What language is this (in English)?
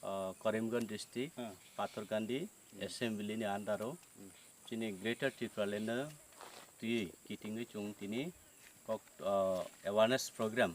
Kok Borok